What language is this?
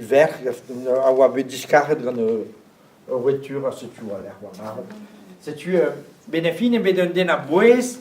Breton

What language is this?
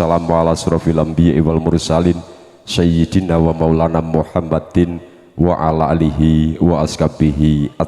Javanese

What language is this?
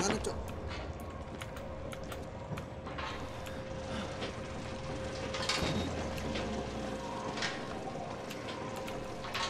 Indonesian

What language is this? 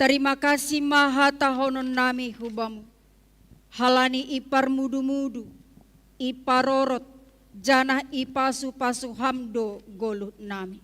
Batak Simalungun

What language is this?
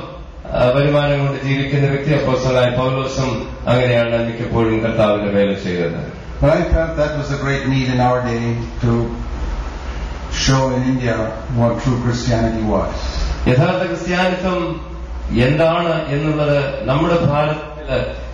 Malayalam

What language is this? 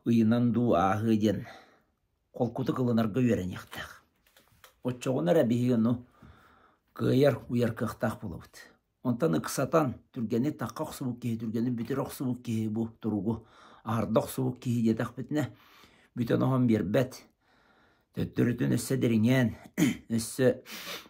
Yakut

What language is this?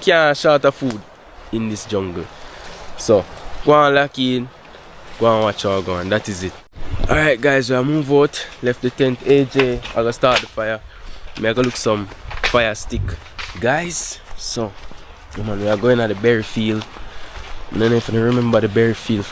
Jamaican Creole English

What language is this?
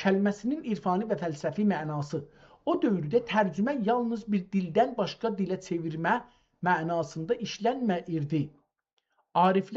South Azerbaijani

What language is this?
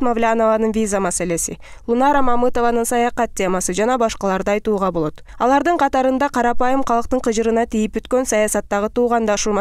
Kyrgyz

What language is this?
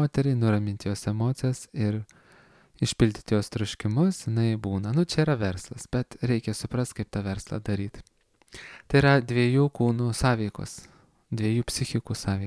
Lithuanian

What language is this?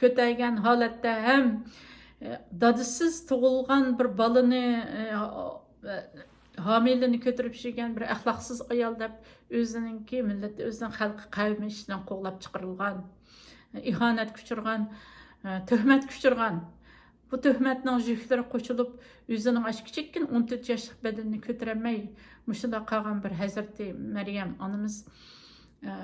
Uyghur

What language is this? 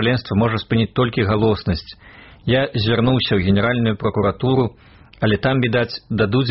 Belarusian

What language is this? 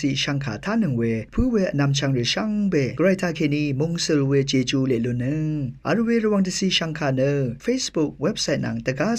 Rawang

